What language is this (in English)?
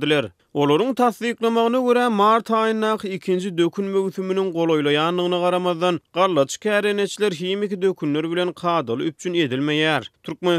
Turkmen